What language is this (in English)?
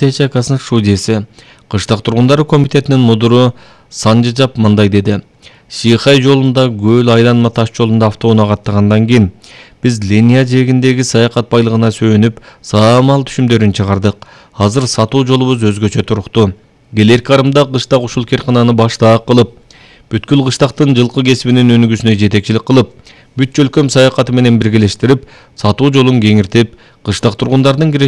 Kyrgyz